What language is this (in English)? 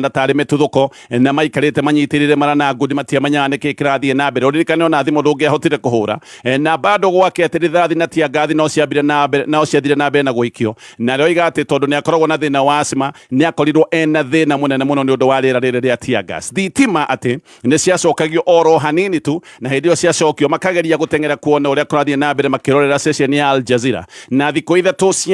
Kikuyu